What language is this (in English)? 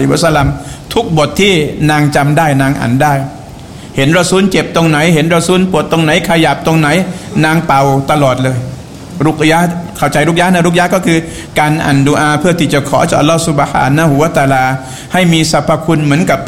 Thai